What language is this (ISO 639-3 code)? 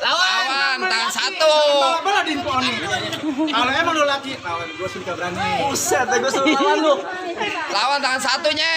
bew